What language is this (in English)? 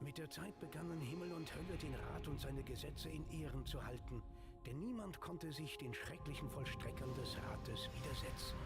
Swiss German